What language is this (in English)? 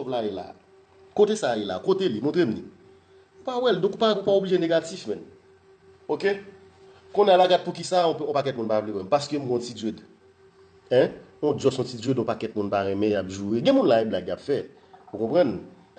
Haitian Creole